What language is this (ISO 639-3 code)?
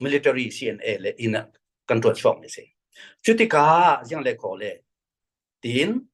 cfm